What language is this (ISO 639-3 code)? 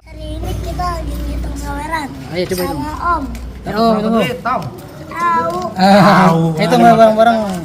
bew